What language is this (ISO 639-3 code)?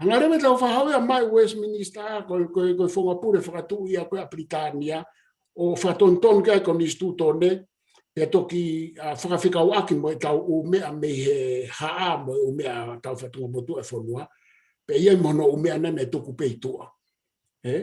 ton